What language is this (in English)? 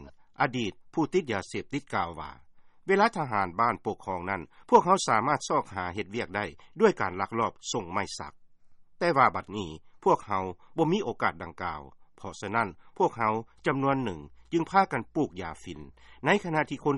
Lao